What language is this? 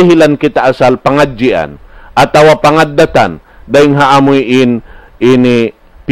Tausug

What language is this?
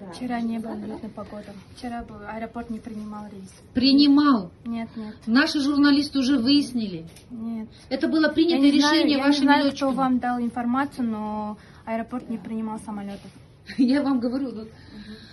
Russian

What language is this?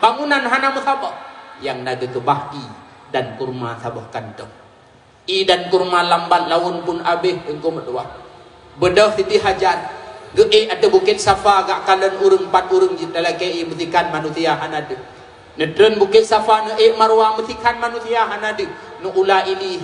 Achinese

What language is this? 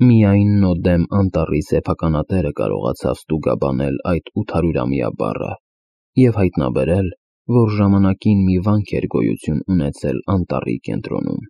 Armenian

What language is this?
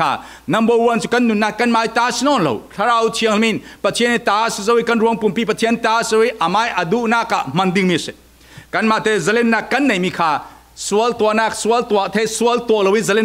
Falam Chin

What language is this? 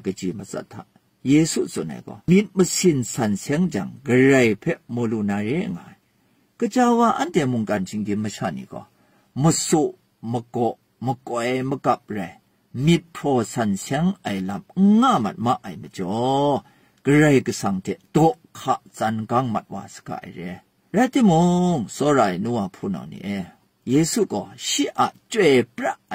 Kachin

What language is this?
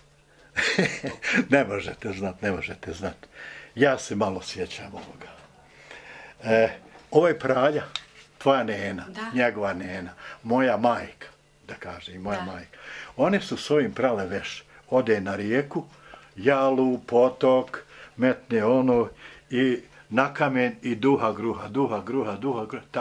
Bosnian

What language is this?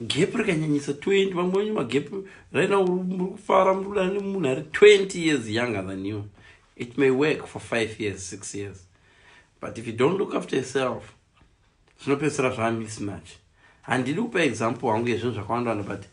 Shona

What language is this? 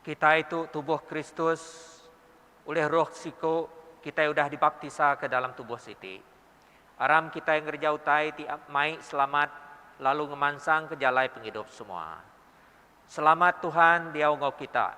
Iban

